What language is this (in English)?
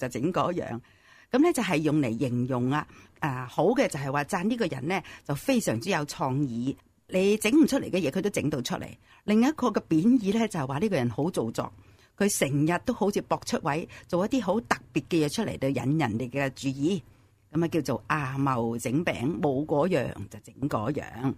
Cantonese